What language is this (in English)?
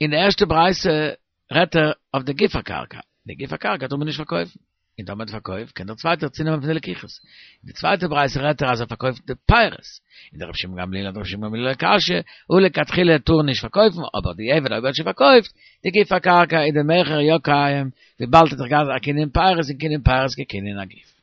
Yiddish